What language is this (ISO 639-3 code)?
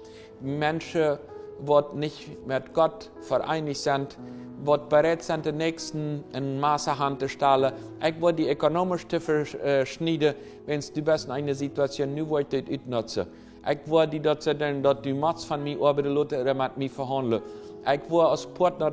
pdt